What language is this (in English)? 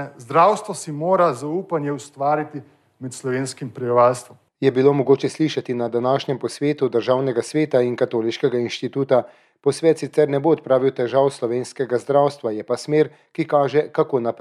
Slovenian